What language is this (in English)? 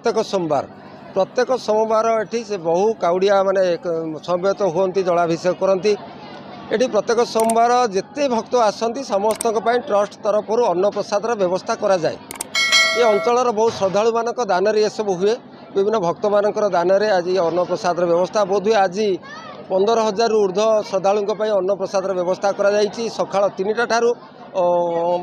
Odia